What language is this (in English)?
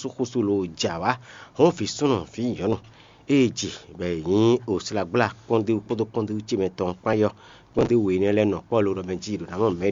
Fon